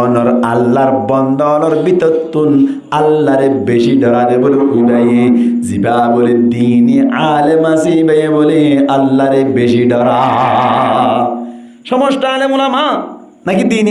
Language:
Rohingya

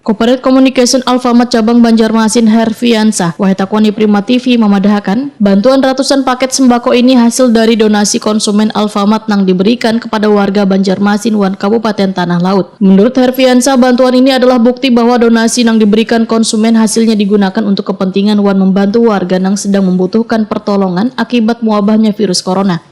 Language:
Banjar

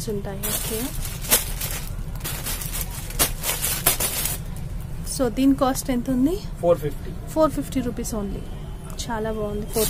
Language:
Telugu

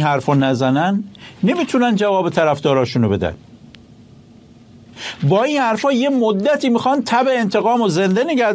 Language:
Persian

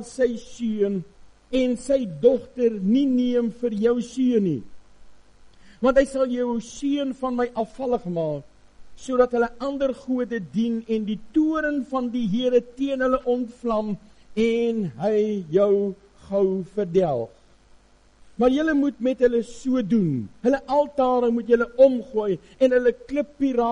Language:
Afrikaans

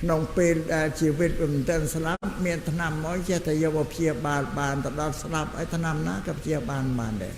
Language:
Khmer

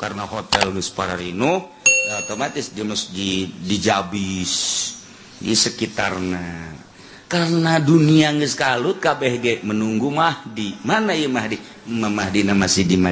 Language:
Sundanese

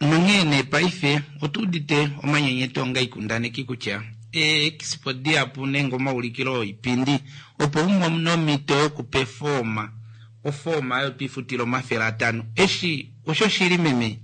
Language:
Kuanyama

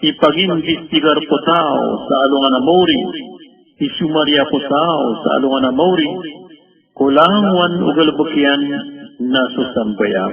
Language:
Maranao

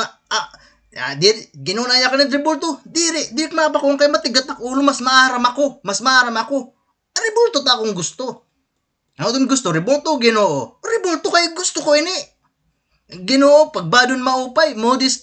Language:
Waray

